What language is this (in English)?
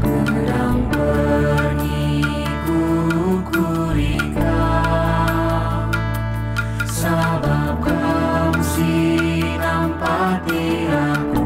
Batak Karo